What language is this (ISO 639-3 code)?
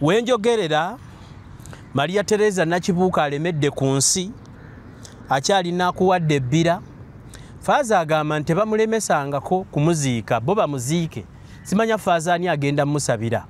lug